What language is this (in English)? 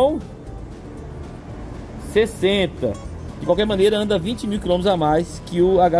Portuguese